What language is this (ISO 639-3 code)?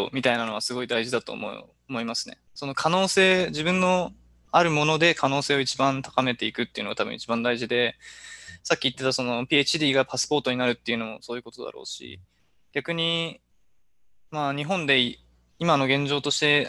jpn